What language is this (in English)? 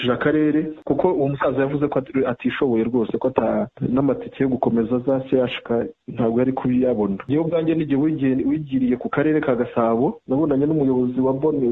Kinyarwanda